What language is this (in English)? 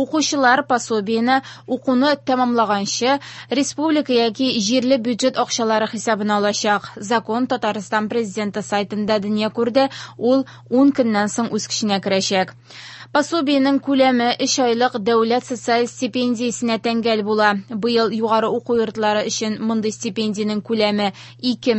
Tatar